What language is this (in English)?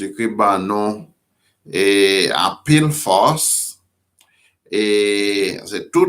Haitian Creole